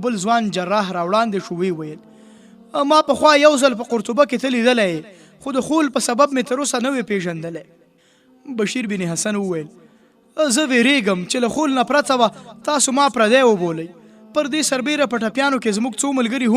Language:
Pashto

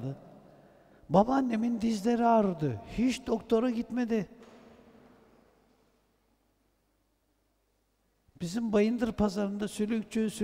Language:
Turkish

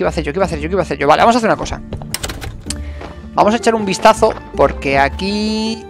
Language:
Spanish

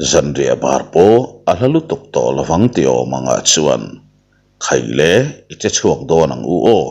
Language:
Mizo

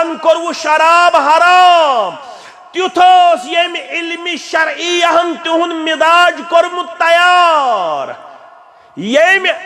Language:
Kashmiri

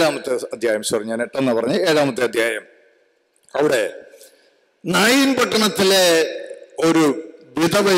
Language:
Malayalam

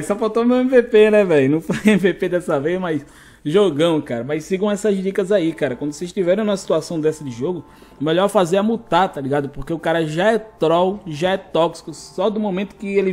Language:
Portuguese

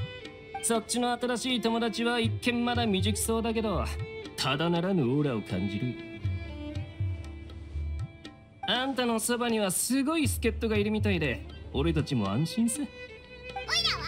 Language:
Japanese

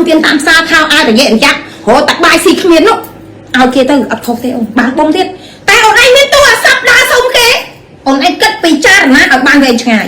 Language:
Khmer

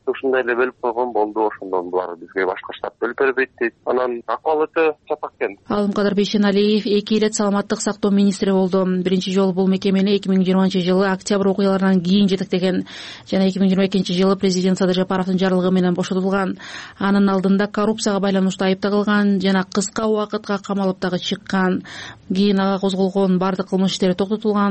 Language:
Kyrgyz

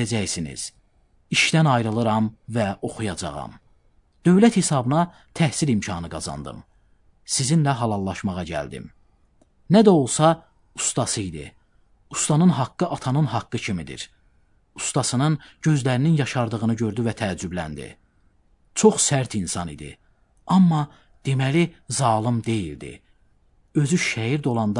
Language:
Azerbaijani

